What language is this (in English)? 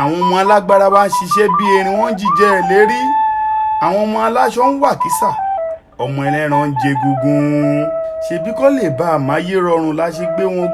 Yoruba